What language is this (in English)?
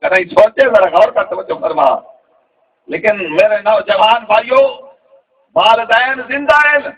Saraiki